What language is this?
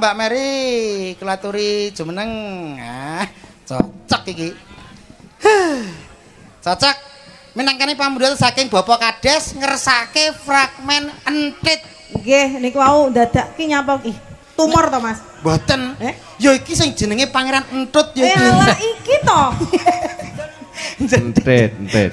Javanese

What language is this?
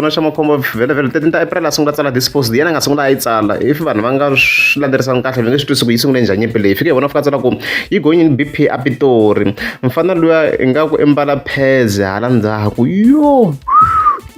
Tsonga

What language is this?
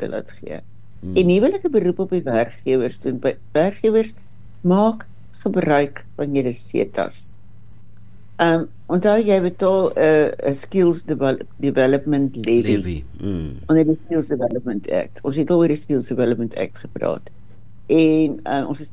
Afrikaans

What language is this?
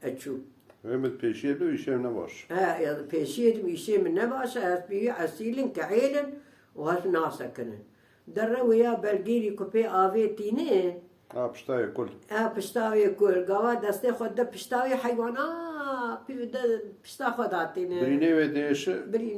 Kurdish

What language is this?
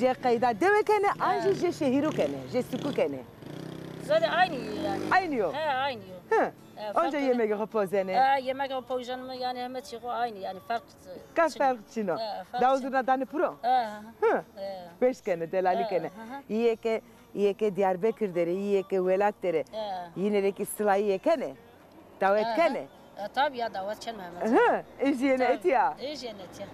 Zaza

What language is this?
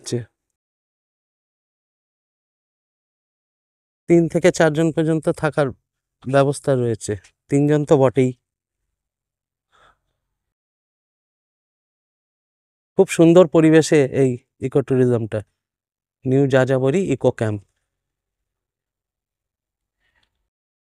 Bangla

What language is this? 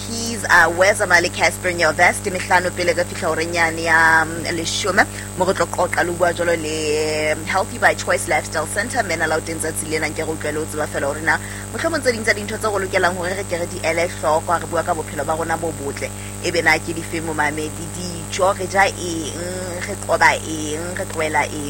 Southern Sotho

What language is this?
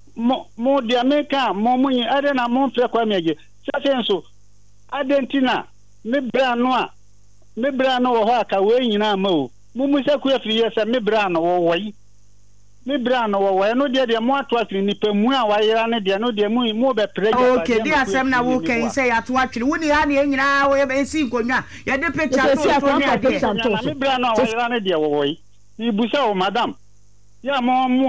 Akan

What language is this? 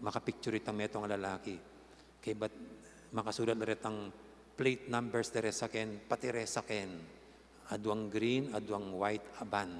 Pampanga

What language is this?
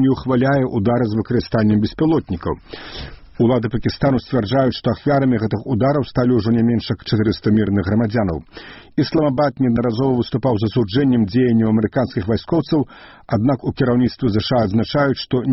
Belarusian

